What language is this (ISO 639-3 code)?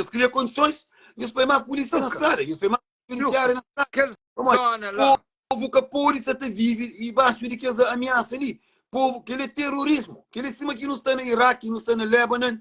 kea